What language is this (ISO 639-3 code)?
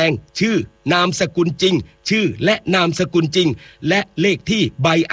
tha